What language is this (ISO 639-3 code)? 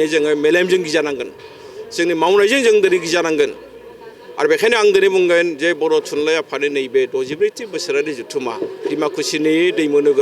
brx